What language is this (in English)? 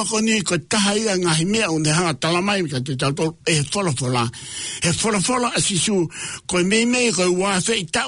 Tongan